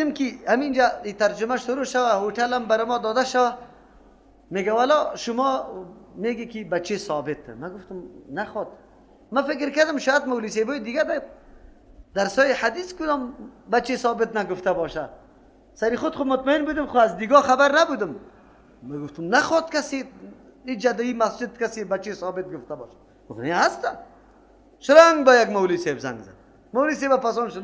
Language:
Persian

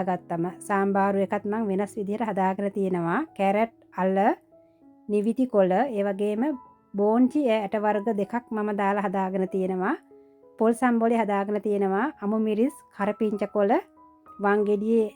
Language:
Sinhala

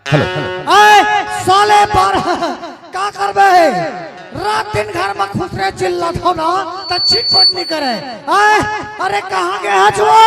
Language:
Chhattisgarhi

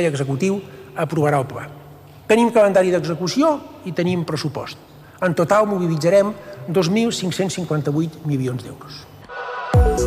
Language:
Catalan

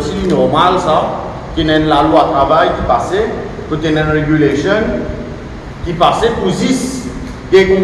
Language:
Morisyen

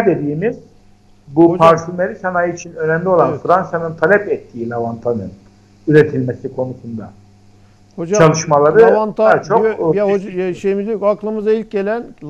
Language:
Turkish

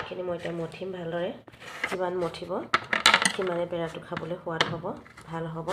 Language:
Assamese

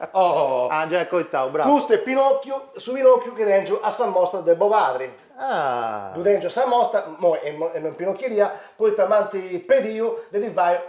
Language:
Sardinian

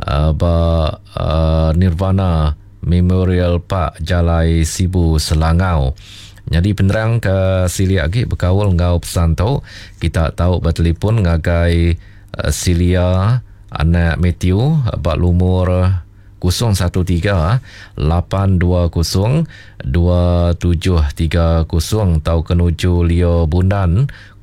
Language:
Iban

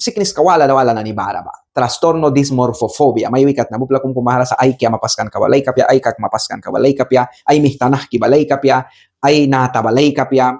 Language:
Mískito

